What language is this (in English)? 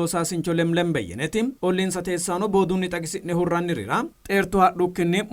Sidamo